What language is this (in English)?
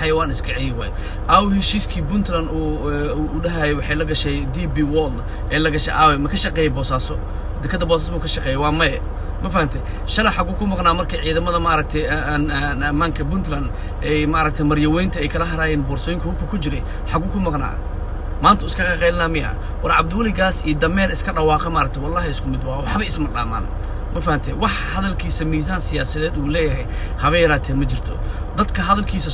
Somali